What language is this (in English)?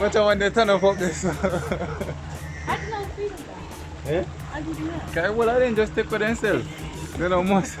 Jamaican Creole English